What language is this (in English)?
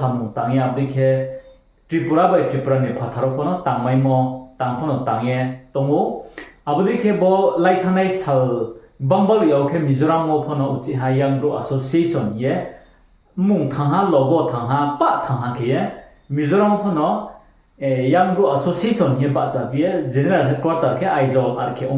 Riang (India)